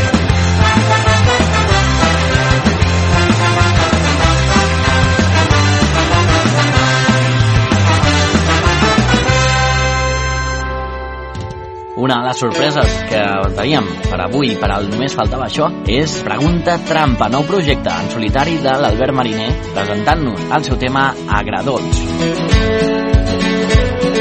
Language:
Catalan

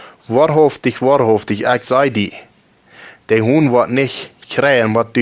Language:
Plautdietsch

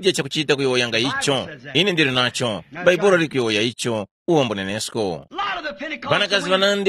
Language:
Tumbuka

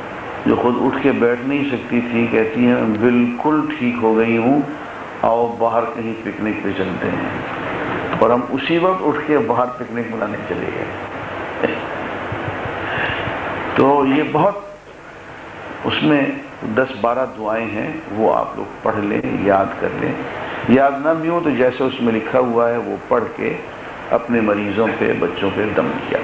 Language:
Urdu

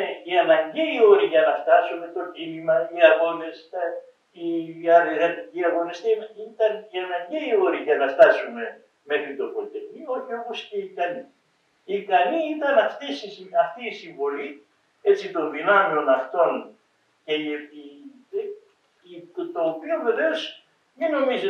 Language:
Greek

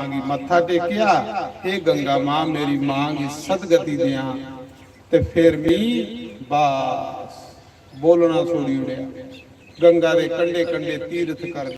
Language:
Dogri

